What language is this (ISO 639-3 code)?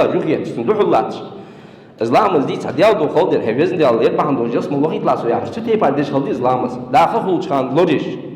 inh